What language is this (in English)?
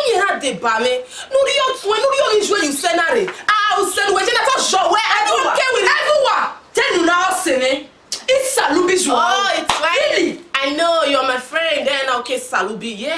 Bini